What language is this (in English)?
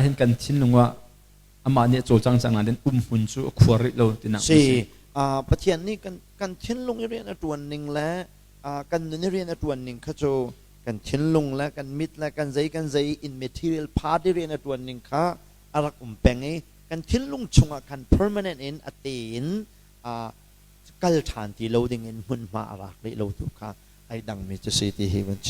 Hakha Chin